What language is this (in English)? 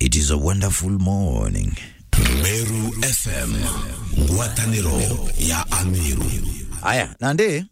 Meru